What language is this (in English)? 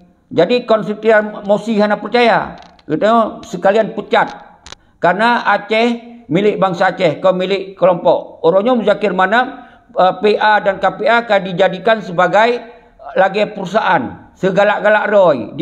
Achinese